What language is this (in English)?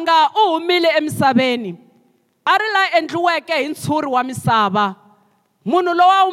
Tsonga